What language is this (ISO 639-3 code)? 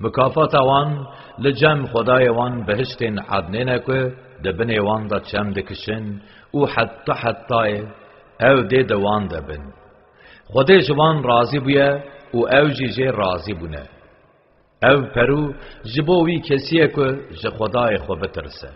kur